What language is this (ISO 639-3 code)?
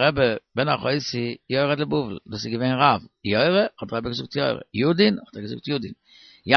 yid